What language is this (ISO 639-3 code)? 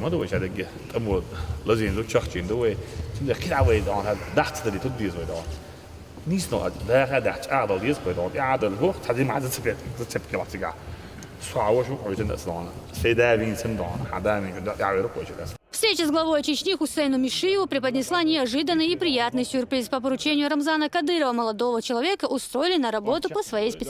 che